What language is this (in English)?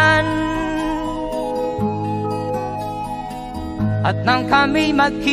Filipino